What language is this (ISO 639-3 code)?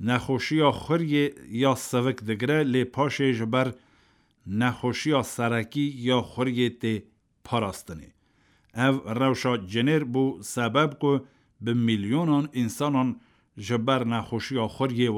kur